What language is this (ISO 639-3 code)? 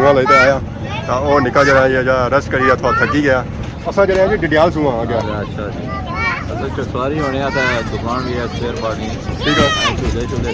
phr